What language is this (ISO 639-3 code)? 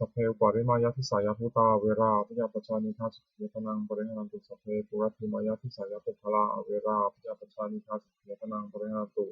pli